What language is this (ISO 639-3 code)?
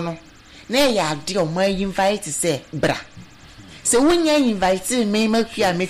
aka